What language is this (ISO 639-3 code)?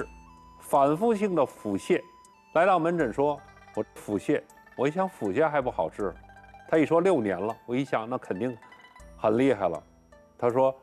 zho